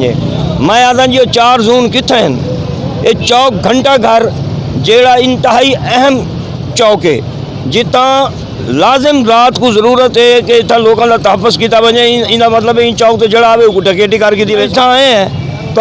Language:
Saraiki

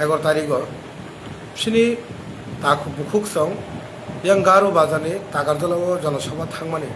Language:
Kok Borok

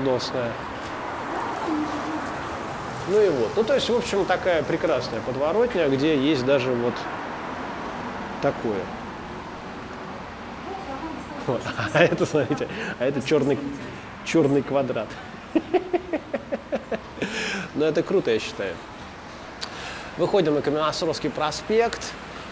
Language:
Russian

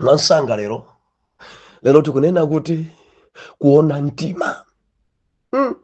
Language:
Nyanja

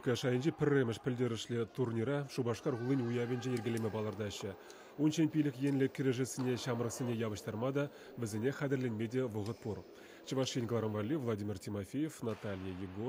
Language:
Chuvash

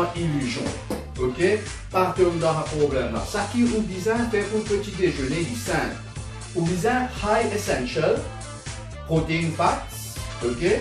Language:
Morisyen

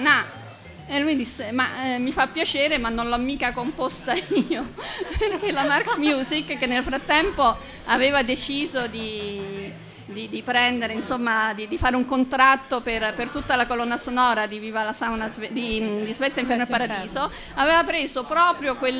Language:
Italian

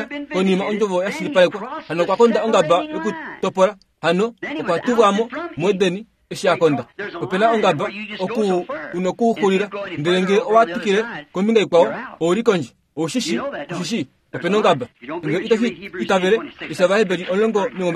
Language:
Kuanyama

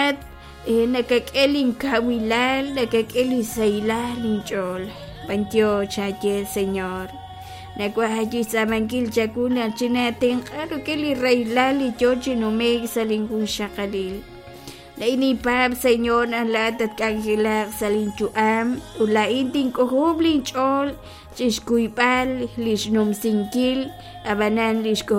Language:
Kekchí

